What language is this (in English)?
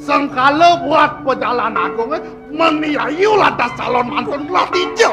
Balinese